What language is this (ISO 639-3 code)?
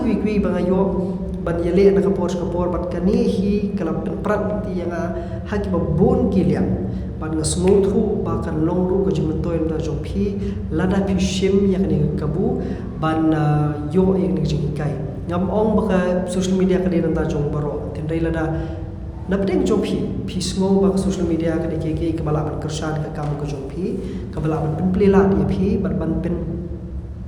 kha